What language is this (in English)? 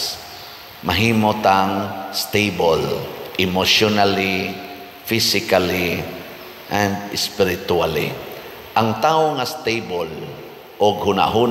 Cebuano